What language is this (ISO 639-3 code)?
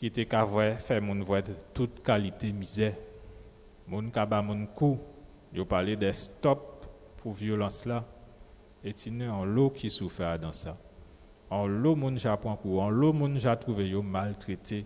gcf